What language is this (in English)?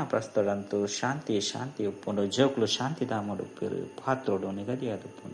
Tulu